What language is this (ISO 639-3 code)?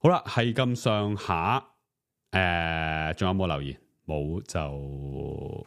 yue